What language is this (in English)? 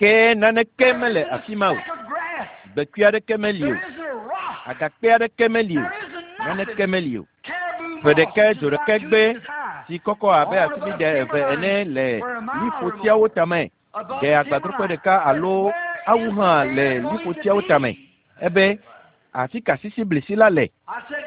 Ewe